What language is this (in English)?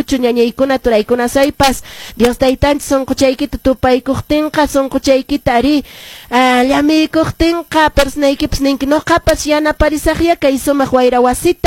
Quechua